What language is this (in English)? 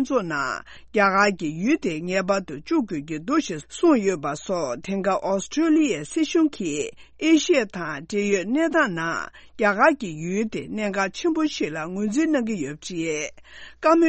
Tibetan